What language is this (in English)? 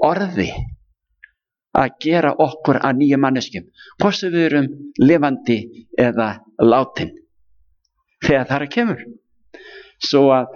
Icelandic